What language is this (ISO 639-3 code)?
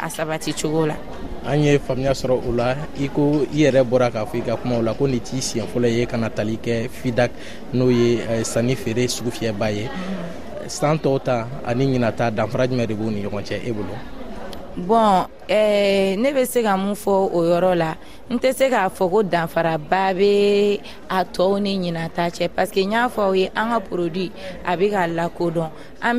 bam